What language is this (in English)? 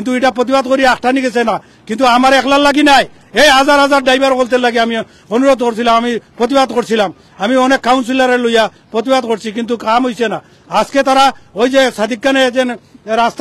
Sylheti